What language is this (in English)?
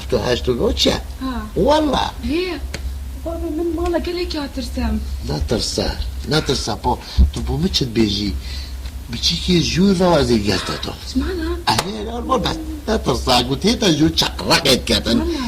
Kurdish